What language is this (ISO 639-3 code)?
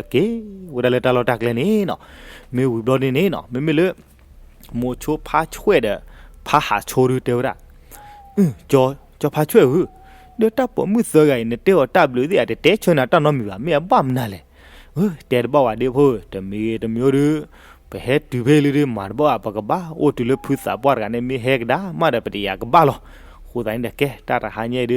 ksw